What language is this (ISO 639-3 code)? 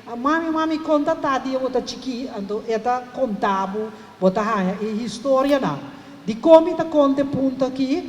pap